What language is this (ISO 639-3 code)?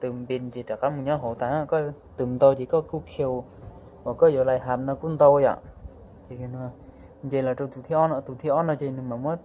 hmn